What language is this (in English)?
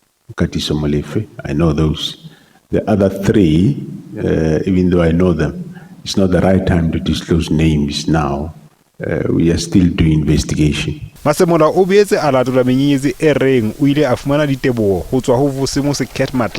Southern Sotho